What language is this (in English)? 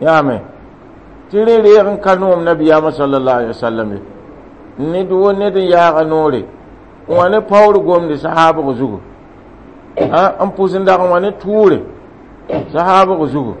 Mossi